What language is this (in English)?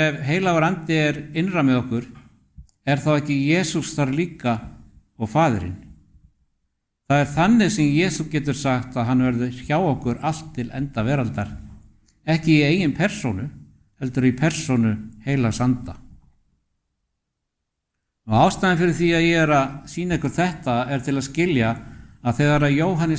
Icelandic